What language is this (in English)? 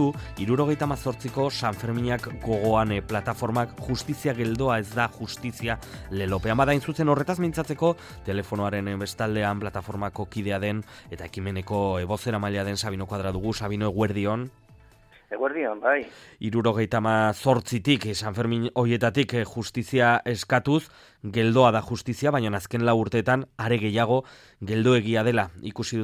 Basque